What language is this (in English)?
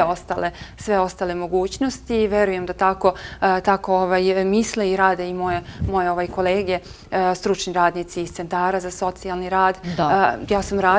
Serbian